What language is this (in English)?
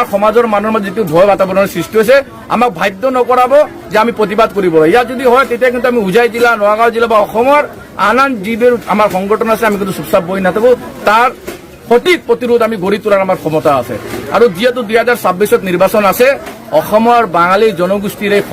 Karbi